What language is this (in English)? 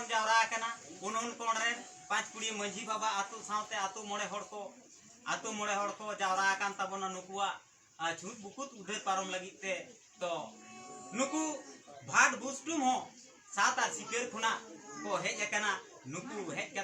Santali